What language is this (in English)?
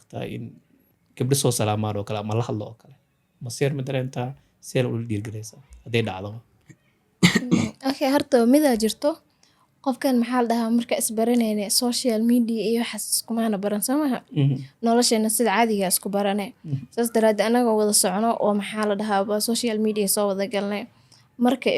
Somali